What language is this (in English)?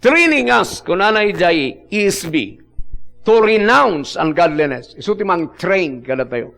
Iloko